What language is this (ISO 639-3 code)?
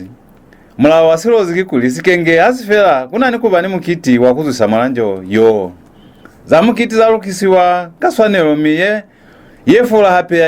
loz